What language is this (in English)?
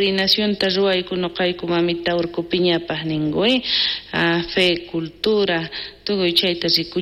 South Bolivian Quechua